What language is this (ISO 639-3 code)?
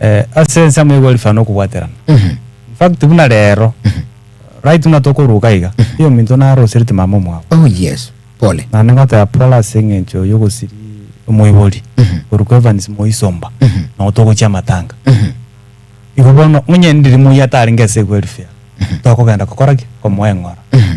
guz